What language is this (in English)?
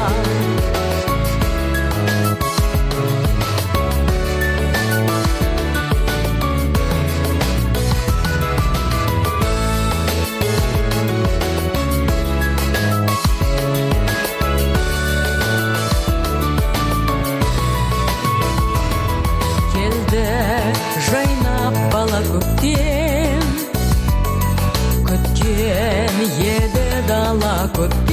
Kazakh